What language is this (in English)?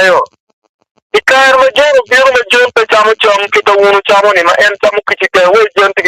Acoli